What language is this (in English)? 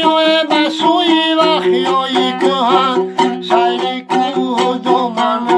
Tajik